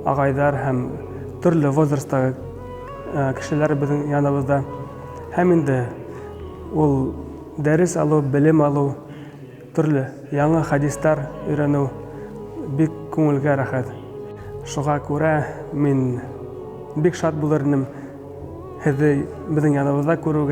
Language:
Bashkir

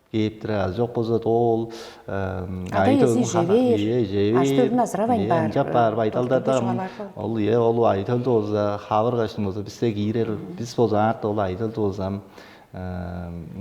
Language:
Tuvinian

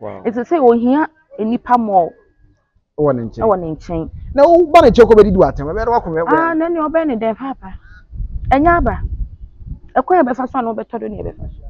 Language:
Akan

